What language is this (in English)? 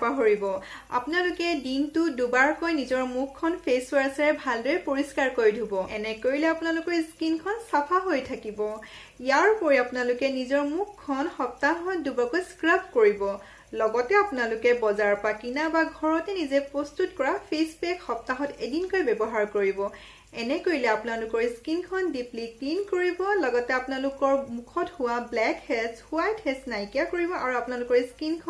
Assamese